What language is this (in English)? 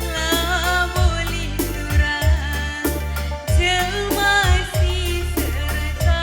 Batak Karo